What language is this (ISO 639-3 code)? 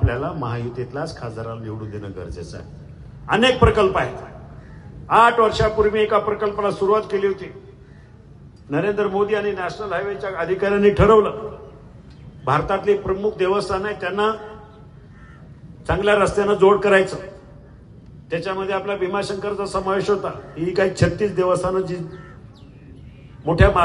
mar